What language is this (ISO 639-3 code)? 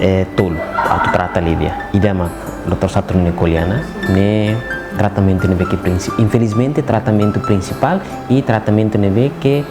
tet